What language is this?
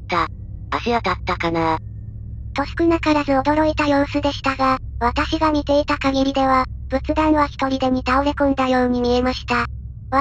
Japanese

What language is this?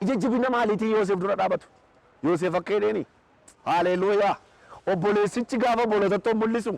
Oromo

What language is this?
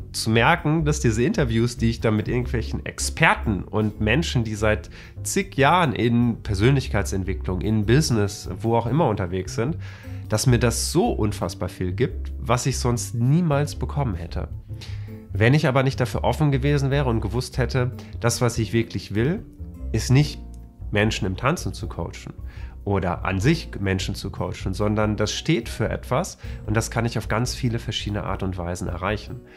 German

